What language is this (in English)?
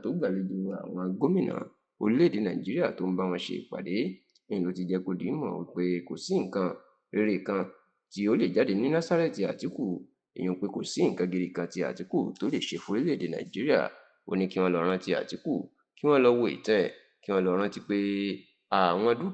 Yoruba